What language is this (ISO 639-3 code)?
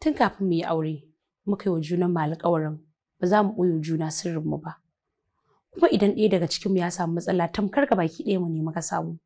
hau